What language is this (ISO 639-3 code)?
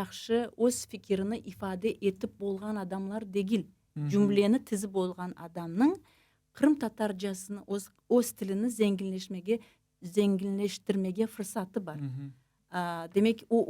crh